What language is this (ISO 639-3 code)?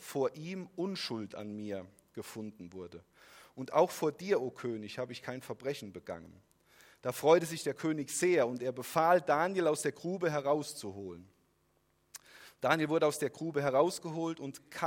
deu